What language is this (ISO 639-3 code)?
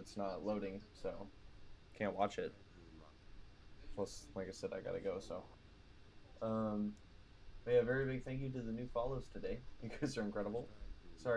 eng